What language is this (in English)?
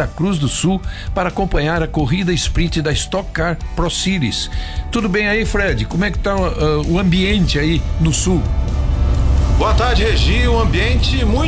Portuguese